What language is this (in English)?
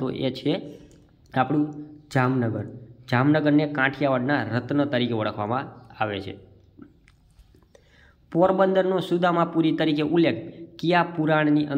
Gujarati